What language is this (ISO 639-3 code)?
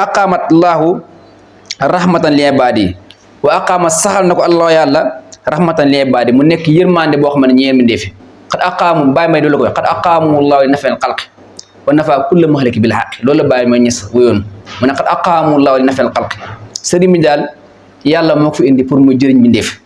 wol